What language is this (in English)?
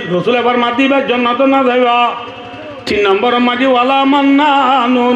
Rohingya